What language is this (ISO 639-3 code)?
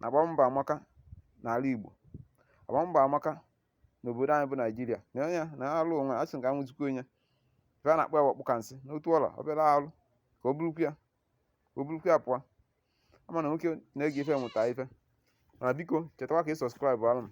ibo